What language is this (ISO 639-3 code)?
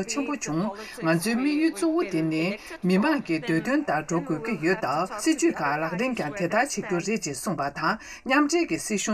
bod